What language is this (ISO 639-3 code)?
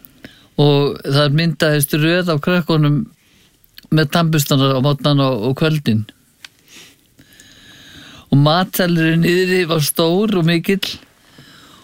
isl